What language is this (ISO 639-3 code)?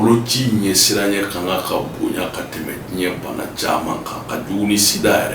bam